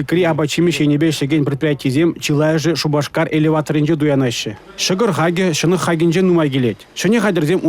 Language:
Chuvash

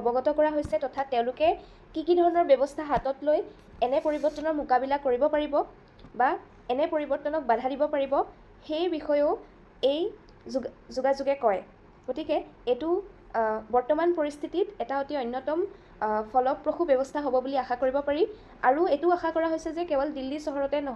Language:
Assamese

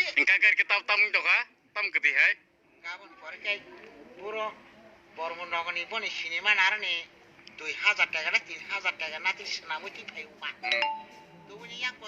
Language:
Kok Borok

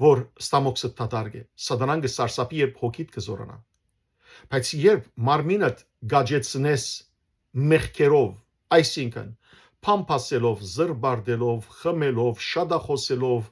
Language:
Western Armenian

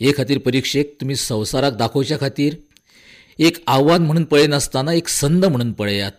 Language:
Konkani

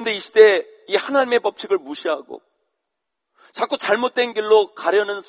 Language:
Korean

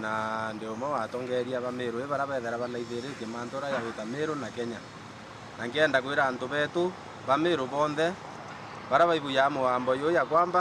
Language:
Meru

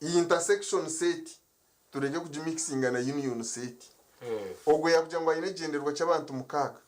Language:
Nyankole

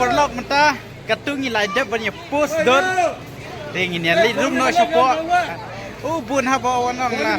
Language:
Khasi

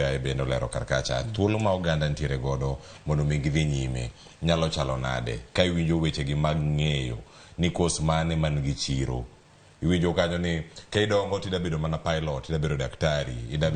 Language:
Luo (Kenya and Tanzania)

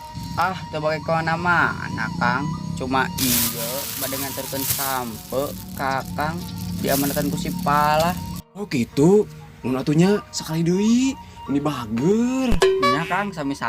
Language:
Sundanese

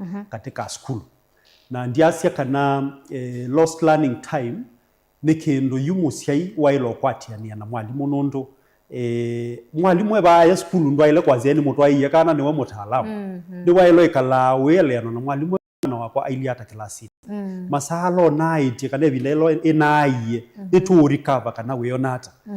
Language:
Kamba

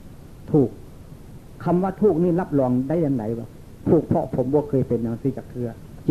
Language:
Northeastern Thai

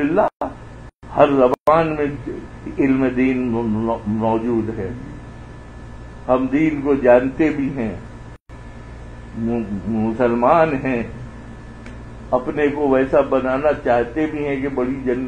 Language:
Urdu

